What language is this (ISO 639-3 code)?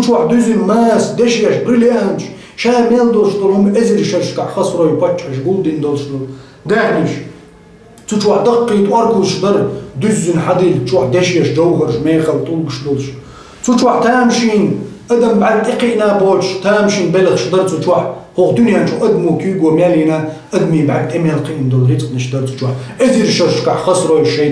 che